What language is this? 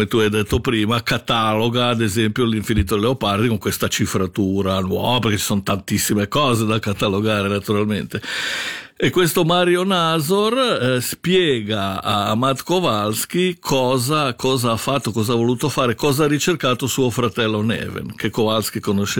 Italian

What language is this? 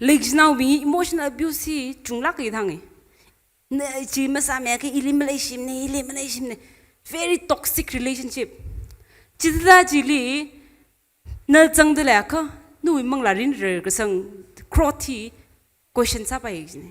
Tangkhul Naga (India)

